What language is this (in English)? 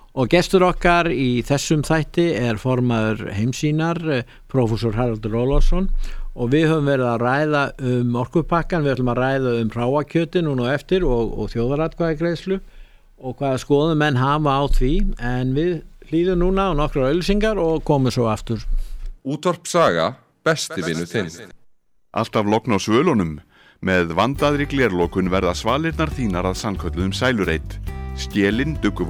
Icelandic